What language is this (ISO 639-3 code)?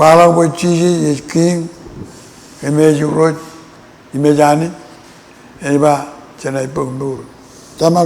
mah